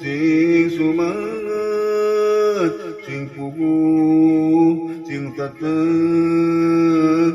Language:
Sundanese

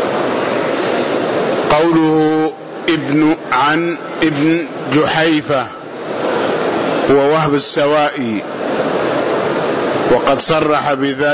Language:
Arabic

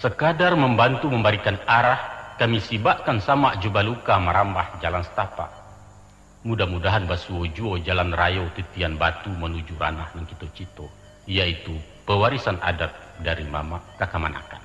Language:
Minangkabau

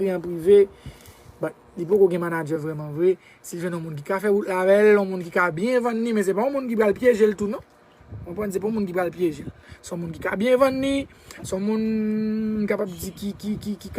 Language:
Haitian Creole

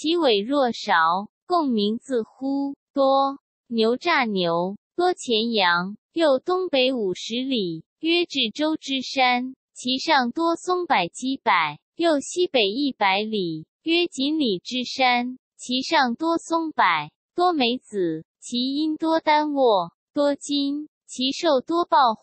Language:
Chinese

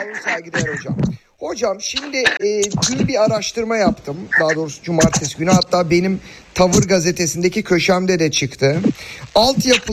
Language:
Turkish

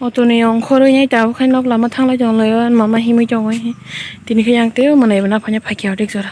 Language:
Kok Borok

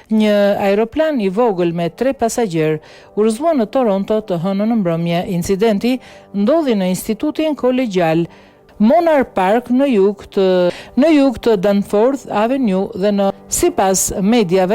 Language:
Albanian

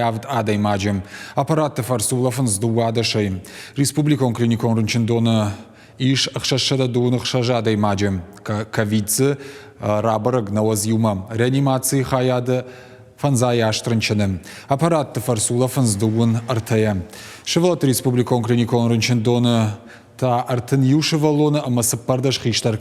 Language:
Ossetic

